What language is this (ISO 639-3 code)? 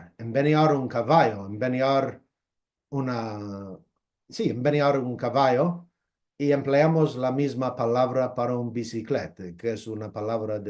lad